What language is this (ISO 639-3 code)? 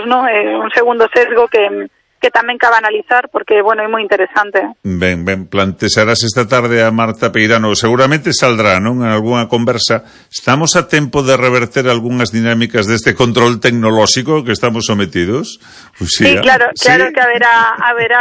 glg